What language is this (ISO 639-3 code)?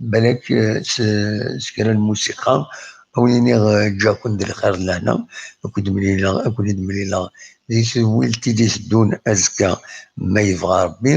kab